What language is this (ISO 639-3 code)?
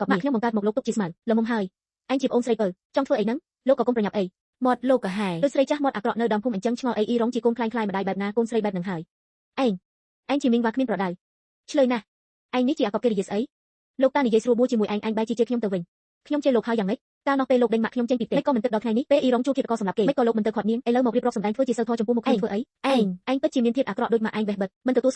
khm